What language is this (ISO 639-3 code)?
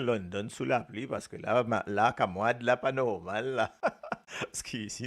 mfe